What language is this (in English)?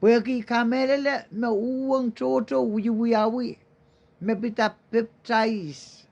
Pohnpeian